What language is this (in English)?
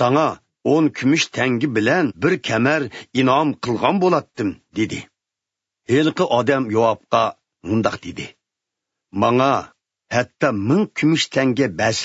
Uyghur